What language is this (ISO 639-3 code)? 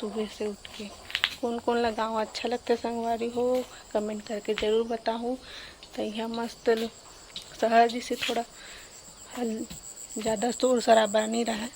hne